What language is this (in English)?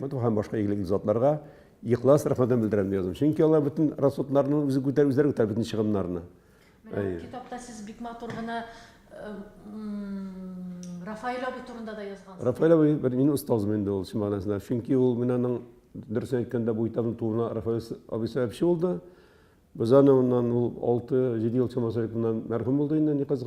Tatar